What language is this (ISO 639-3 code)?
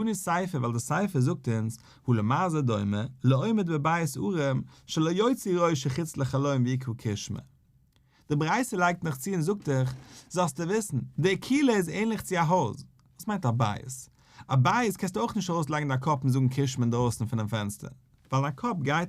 yid